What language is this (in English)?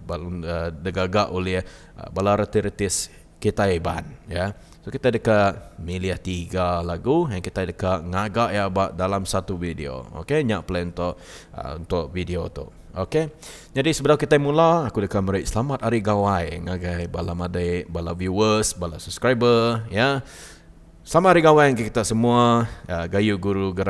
Iban